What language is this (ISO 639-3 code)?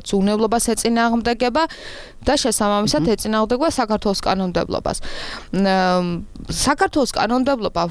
kat